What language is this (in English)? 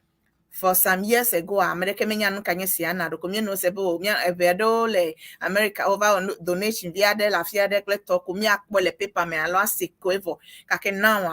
Ewe